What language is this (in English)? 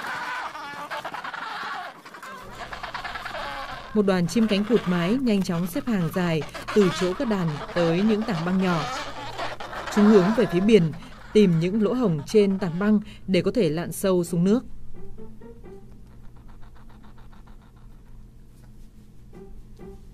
Vietnamese